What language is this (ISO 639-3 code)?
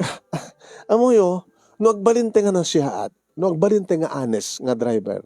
ilo